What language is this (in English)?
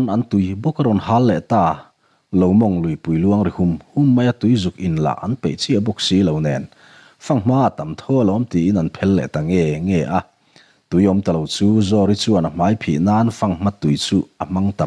Mizo